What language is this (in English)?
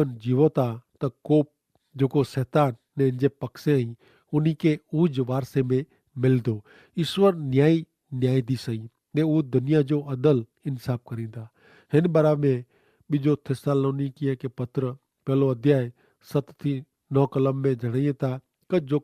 Kachhi